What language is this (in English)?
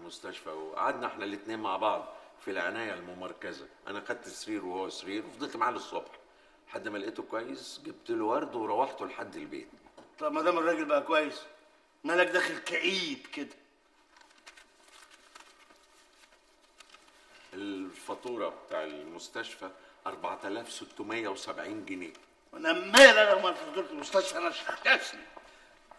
Egyptian Arabic